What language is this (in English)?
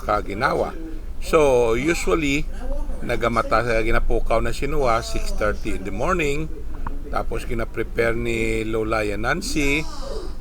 Hiligaynon